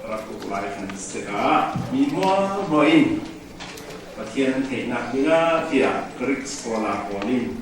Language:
Falam Chin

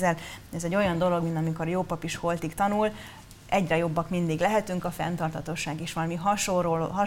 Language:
Hungarian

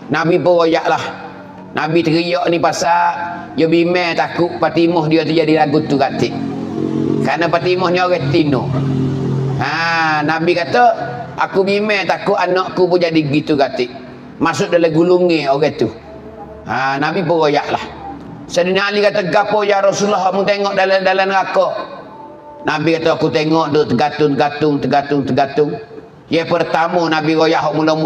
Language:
Pattani Malay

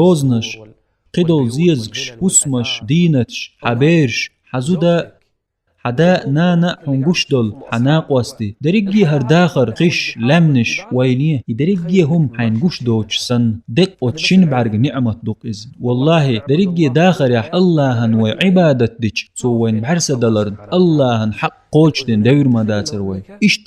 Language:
Chechen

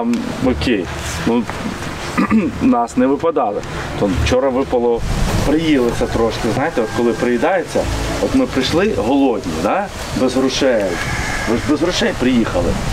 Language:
Ukrainian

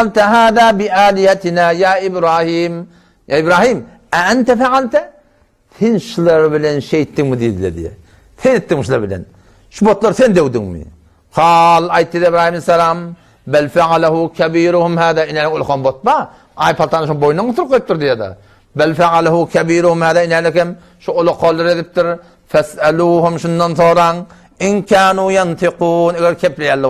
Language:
Turkmen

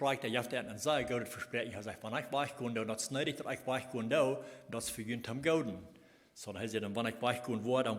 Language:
Plautdietsch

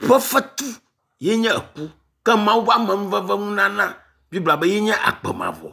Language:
Ewe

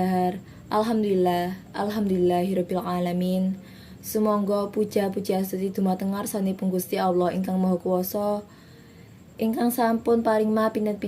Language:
Javanese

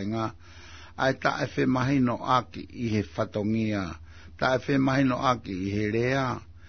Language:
Tongan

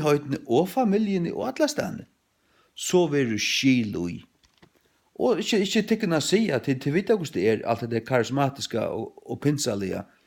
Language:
Faroese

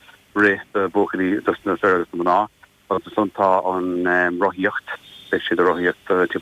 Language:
Irish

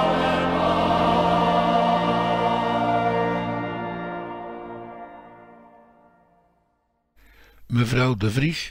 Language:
Dutch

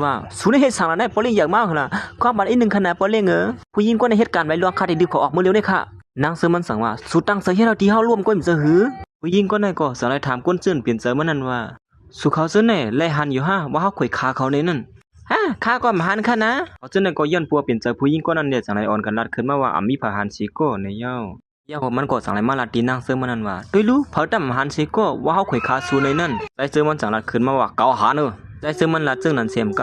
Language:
Shan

